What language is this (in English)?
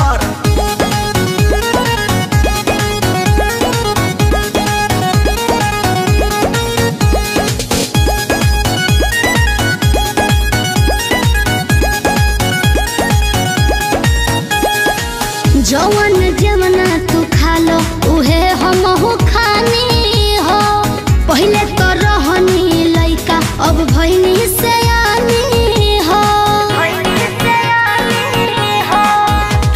Bhojpuri